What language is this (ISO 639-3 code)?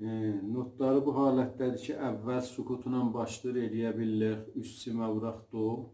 azb